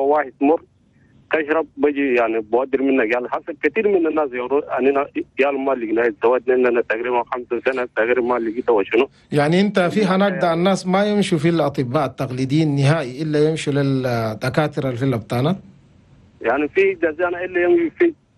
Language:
Chadian Arabic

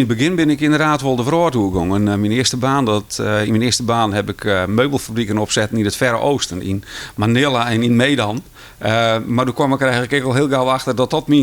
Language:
Western Frisian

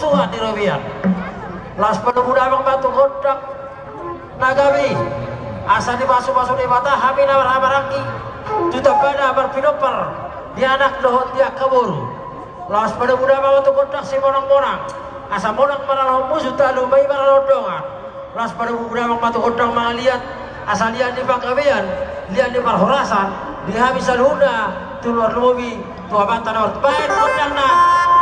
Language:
Batak Toba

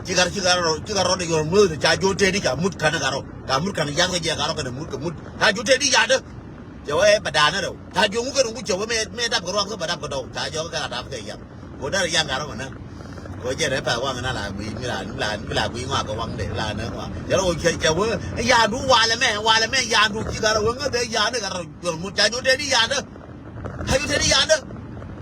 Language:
Nuer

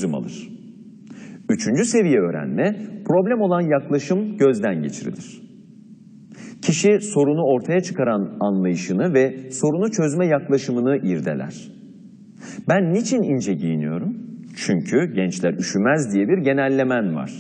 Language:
Turkish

